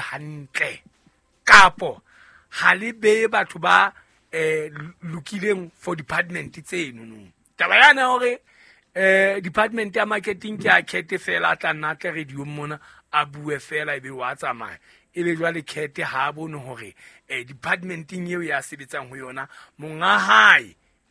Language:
Southern Sotho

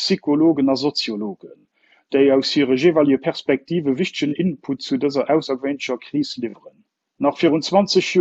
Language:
Luxembourgish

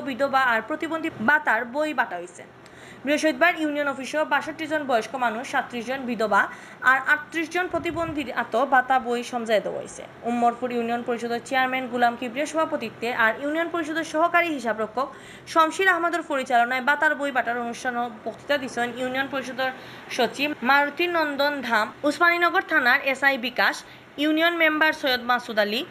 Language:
Sylheti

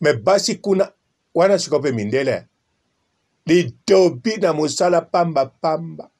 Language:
Lingala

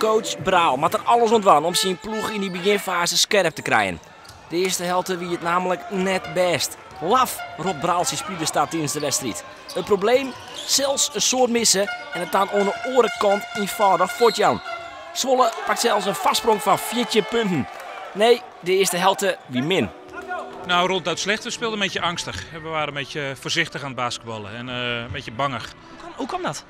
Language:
Western Frisian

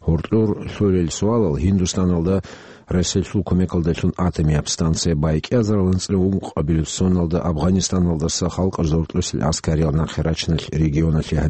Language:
Avaric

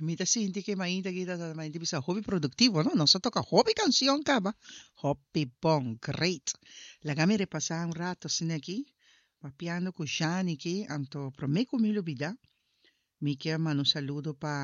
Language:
Papiamento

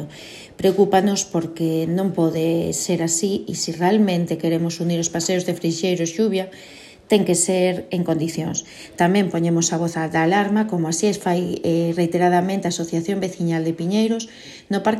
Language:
Galician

